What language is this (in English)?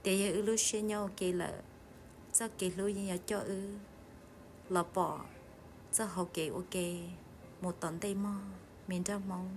Hmong